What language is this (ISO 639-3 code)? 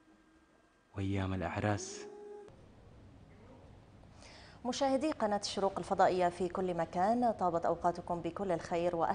ara